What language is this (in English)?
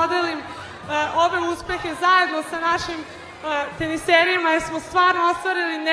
Serbian